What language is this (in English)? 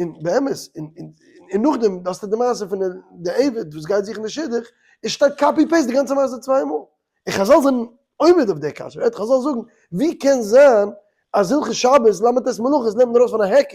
Yiddish